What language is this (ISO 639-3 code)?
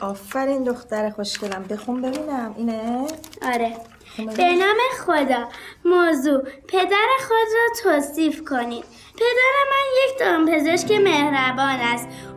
fas